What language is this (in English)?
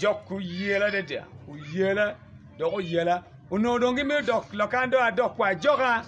Acoli